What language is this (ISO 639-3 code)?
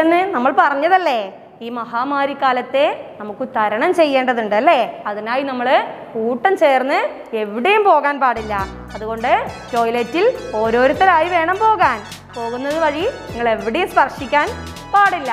mal